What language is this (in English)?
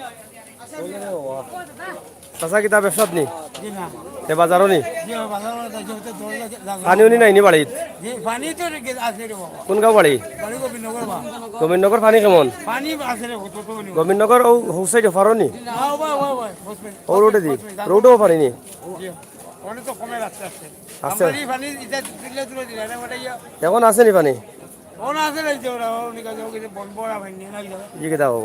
Sylheti